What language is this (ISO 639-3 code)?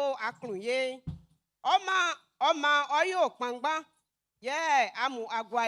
bci